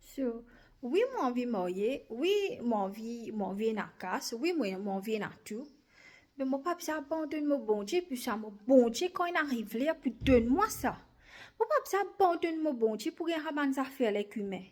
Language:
Morisyen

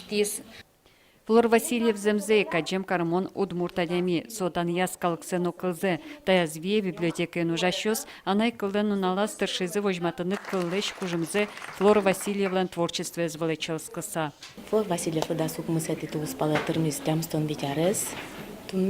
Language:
Udmurt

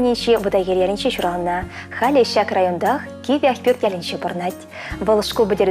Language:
Chuvash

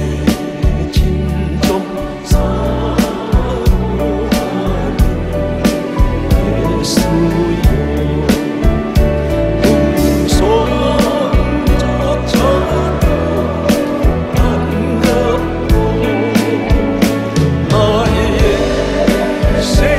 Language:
Korean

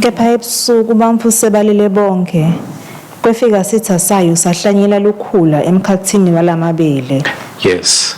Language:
Swati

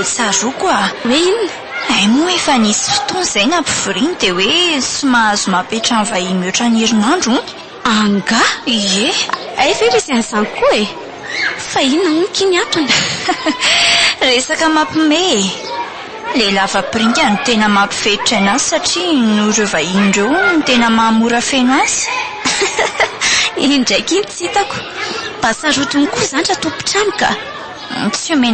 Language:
Malagasy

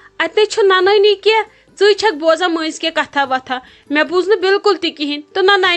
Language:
Kashmiri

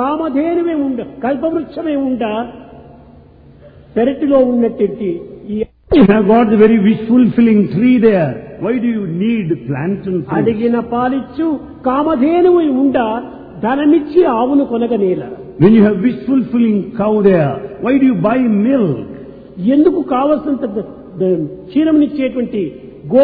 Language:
Telugu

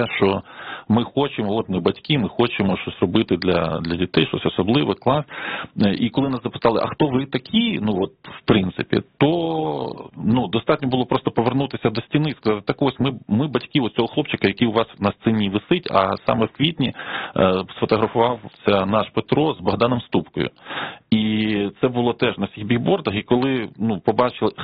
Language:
Ukrainian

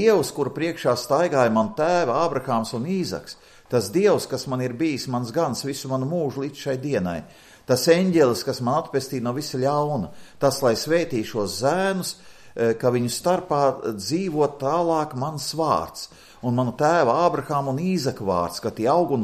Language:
Latvian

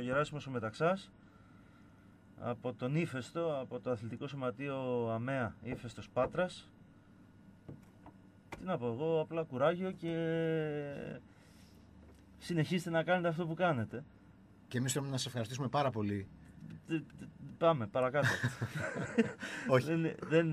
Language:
Greek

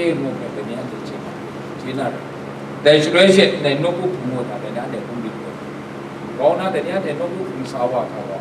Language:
Kachin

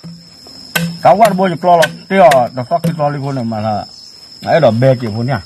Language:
S'gaw Karen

